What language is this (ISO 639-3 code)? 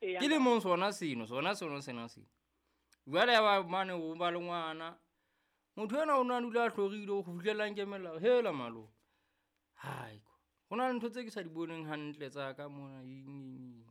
sot